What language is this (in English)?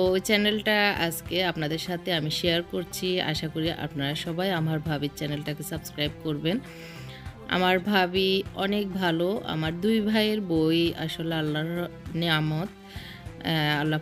Bangla